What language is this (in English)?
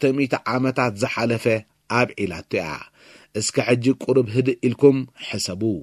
Tigrinya